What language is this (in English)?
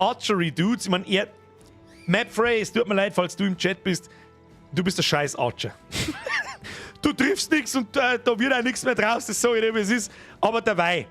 Bavarian